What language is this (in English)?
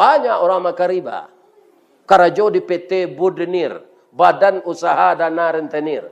Minangkabau